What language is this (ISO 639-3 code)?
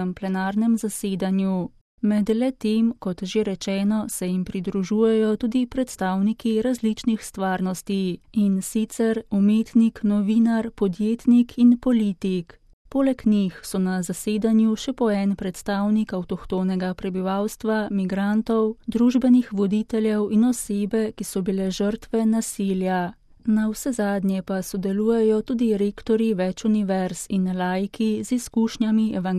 slv